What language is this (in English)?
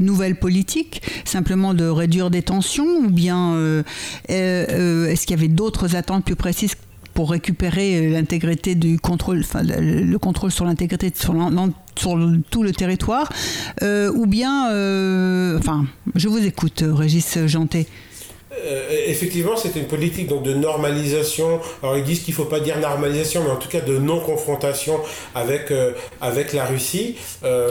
French